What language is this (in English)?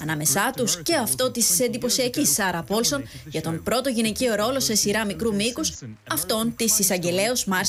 Greek